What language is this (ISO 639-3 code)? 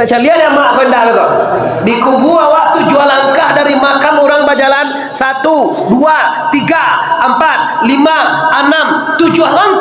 min